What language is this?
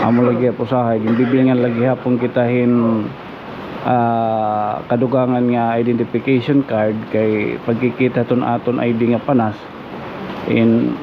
Waray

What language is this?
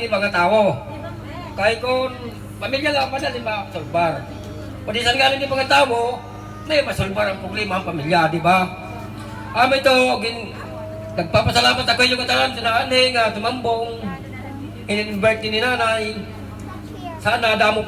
Waray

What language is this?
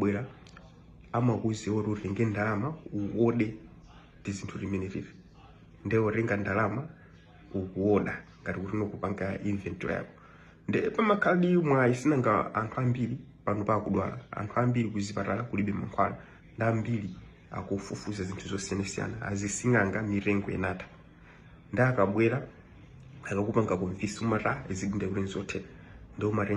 Nyanja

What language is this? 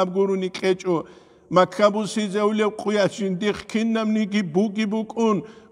Avaric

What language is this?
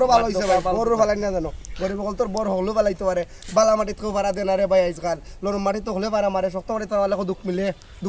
Sylheti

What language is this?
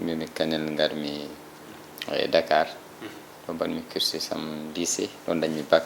Fula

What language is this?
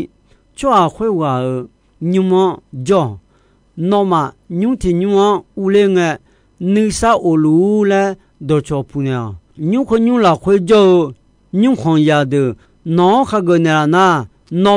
Akha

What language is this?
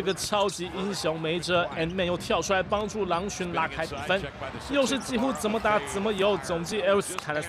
Chinese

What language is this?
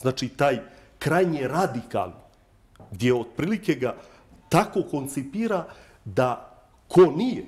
Bosnian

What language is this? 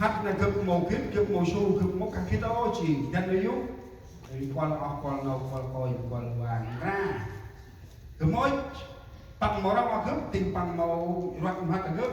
Central Mnong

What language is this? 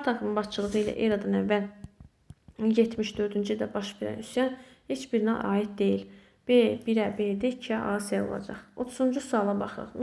Azerbaijani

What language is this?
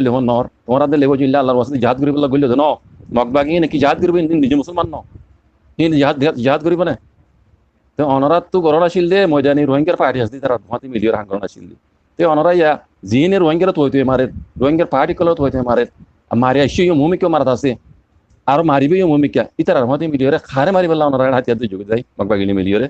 Rohingya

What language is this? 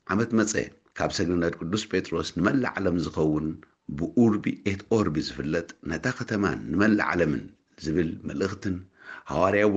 Tigrinya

